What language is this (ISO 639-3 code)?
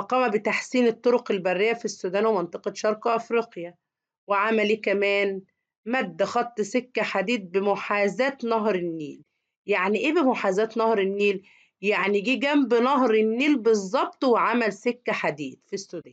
arz